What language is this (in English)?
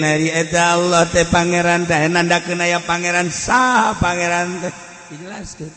Sundanese